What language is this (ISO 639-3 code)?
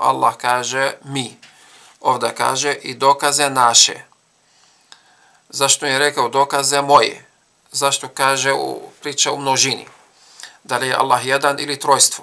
bos